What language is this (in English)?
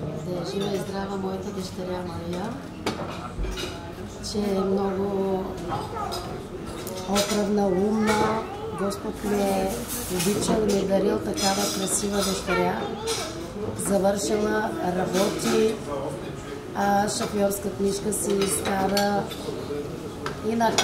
Bulgarian